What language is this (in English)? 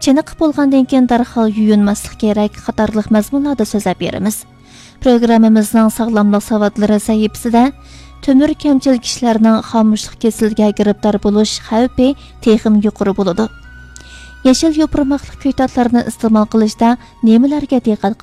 Uyghur